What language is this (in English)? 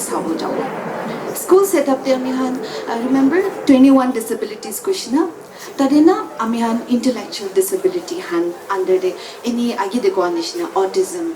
Naga Pidgin